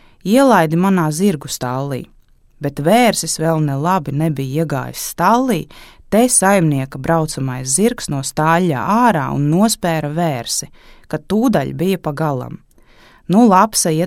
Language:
Latvian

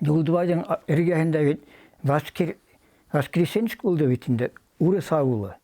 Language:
Bashkir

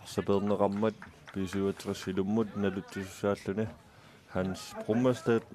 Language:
Kalaallisut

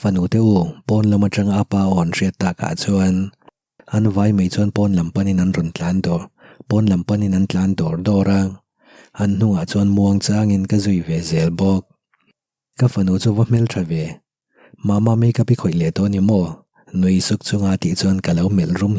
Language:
Mizo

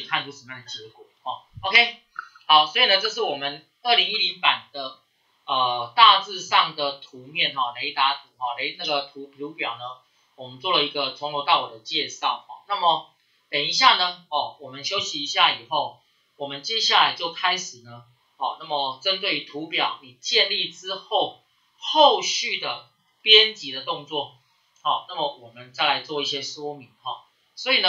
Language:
Chinese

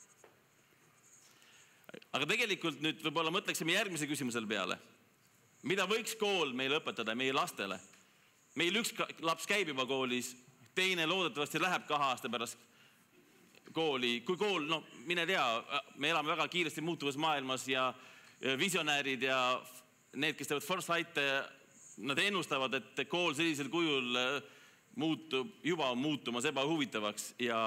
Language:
Estonian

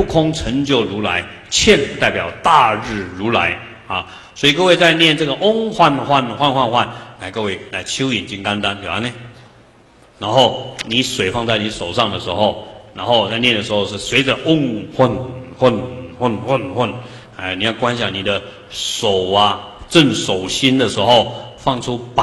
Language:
Chinese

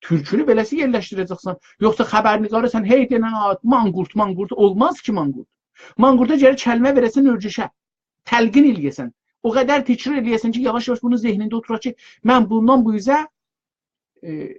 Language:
South Azerbaijani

